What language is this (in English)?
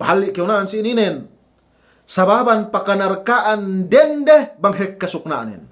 Yakan